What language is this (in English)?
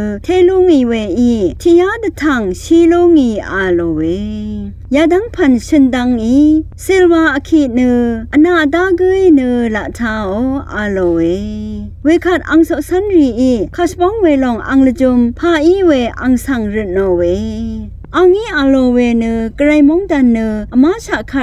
Rawang